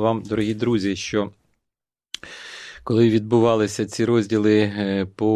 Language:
Ukrainian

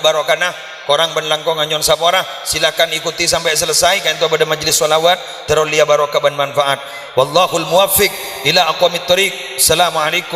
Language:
Madurese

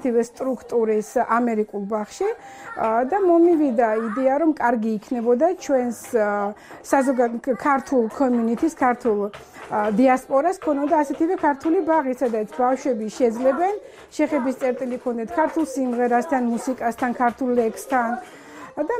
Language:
Georgian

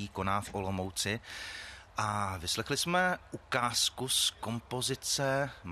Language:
Czech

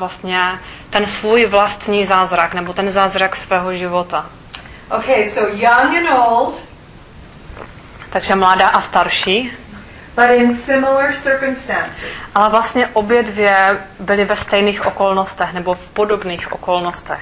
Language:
Czech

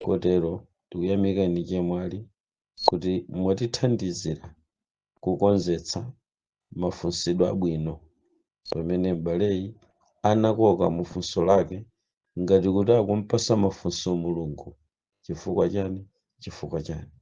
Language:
Nyanja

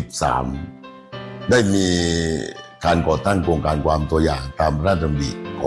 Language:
Thai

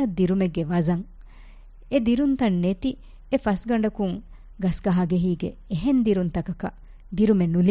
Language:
Divehi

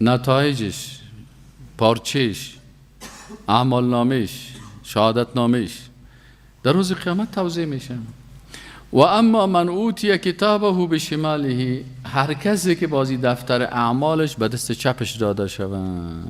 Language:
Persian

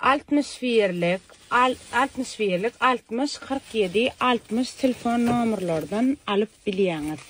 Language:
Turkmen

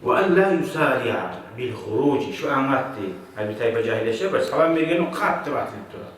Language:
Kumyk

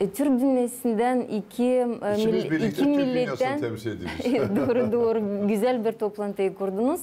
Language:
Gagauz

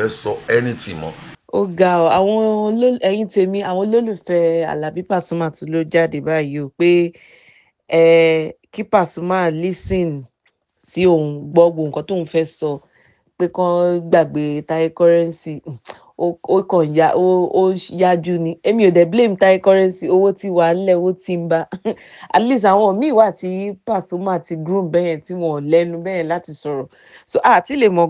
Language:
Yoruba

